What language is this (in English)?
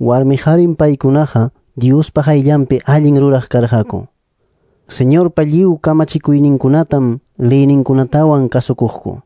Quechua